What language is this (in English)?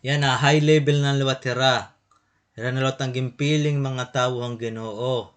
Waray